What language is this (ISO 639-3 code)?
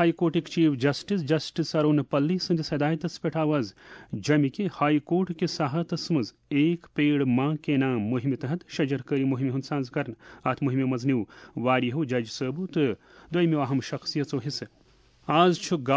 kas